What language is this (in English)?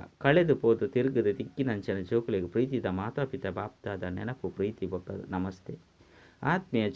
Tulu